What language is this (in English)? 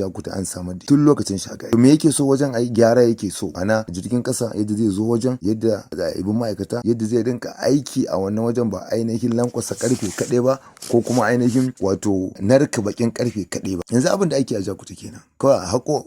Hausa